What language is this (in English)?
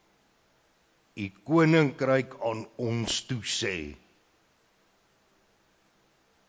Afrikaans